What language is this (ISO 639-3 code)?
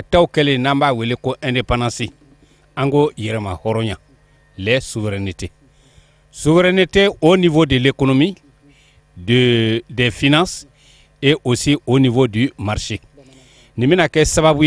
bam